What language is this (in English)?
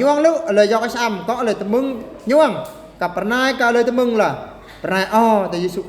Eastern Bru